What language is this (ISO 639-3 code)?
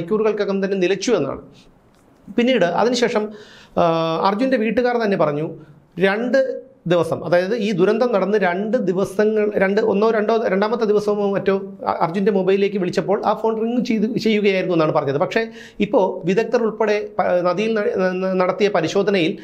mal